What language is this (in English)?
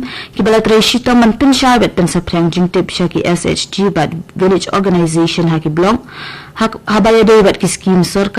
Khasi